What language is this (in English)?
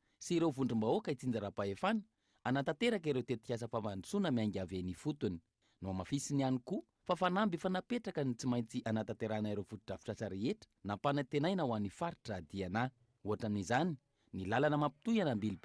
Malagasy